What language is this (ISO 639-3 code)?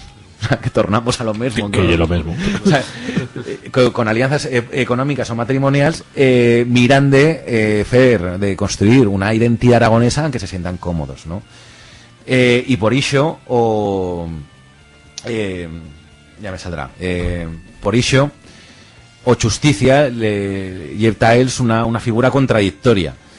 arg